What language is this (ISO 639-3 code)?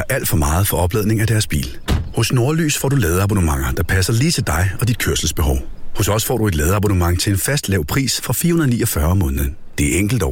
dan